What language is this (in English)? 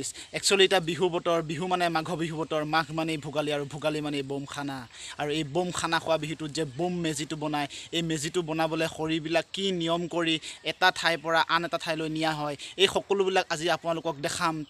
Assamese